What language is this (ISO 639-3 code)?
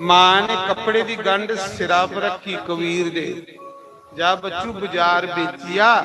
doi